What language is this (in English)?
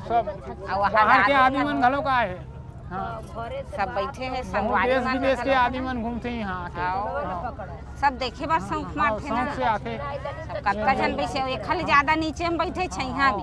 Chhattisgarhi